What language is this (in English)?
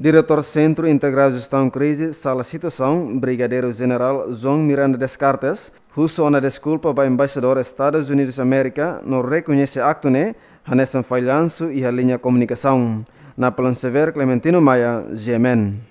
Tetum